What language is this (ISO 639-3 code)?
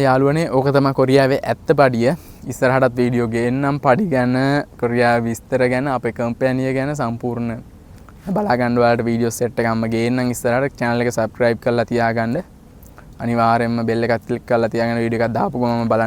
sin